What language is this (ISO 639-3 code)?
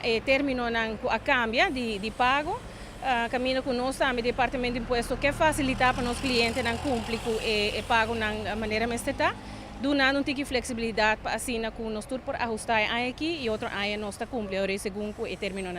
pap